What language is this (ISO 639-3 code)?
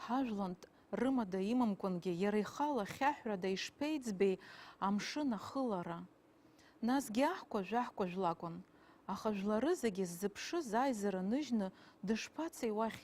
abk